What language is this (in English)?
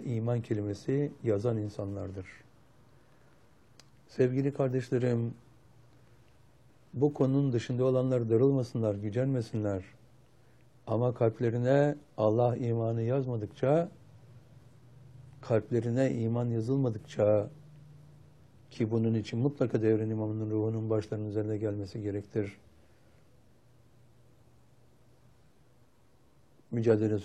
Turkish